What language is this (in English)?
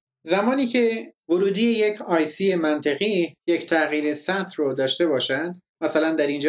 Persian